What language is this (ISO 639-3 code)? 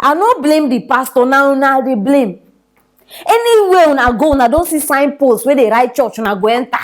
pcm